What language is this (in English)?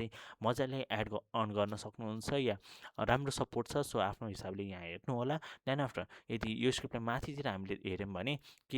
Nepali